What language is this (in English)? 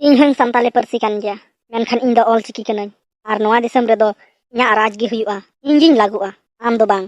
Santali